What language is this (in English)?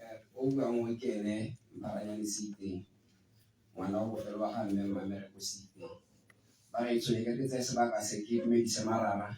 Tswana